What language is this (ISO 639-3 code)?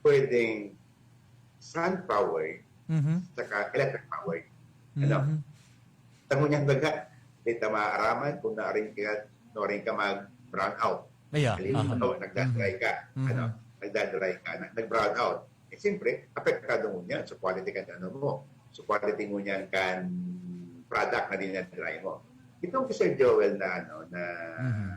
bik